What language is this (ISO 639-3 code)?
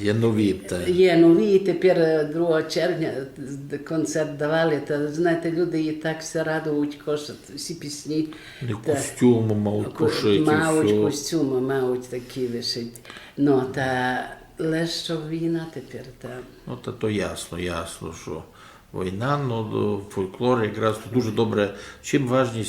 rue